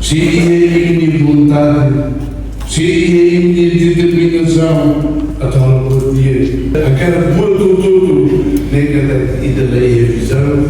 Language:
Tetum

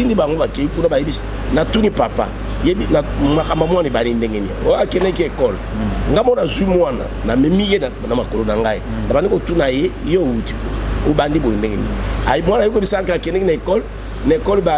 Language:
Lingala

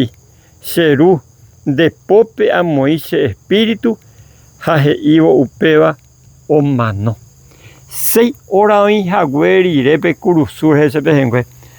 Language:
Guarani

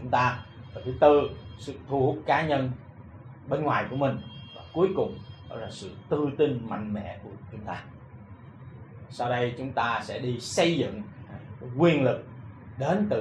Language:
Vietnamese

